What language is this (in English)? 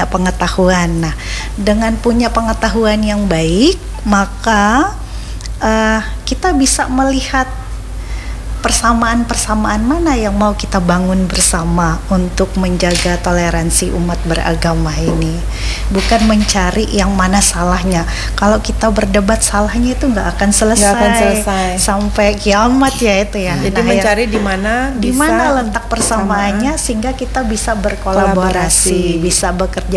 Indonesian